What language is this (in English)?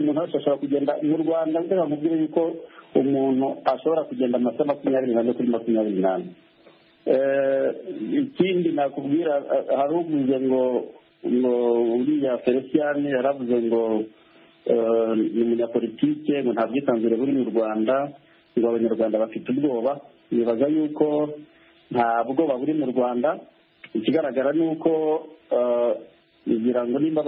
Kinyarwanda